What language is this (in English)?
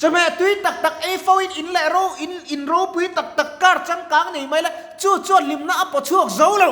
Mizo